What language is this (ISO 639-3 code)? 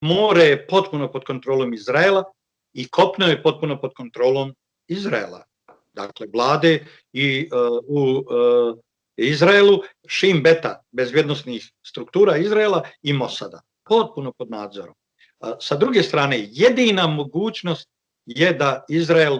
bos